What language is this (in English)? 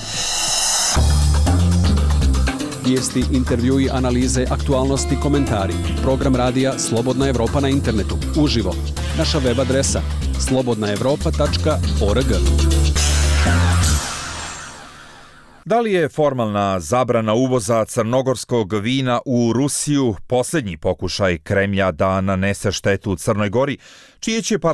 Bosnian